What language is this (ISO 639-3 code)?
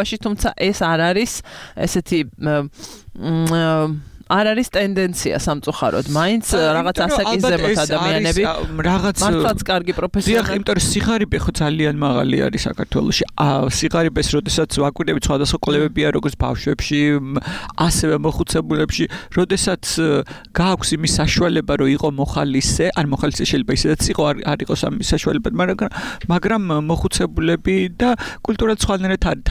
kat